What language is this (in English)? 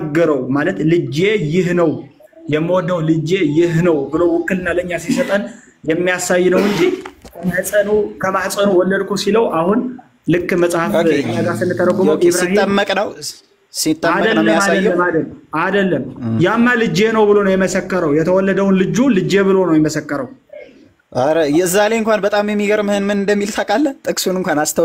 Amharic